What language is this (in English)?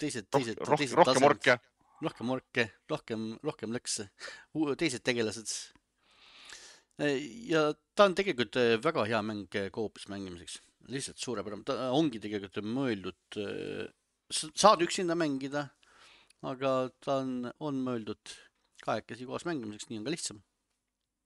Estonian